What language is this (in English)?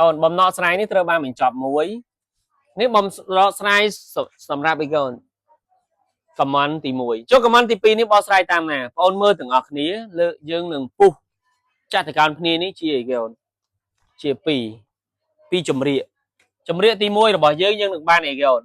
Khmer